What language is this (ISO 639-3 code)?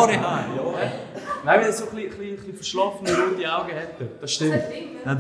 gsw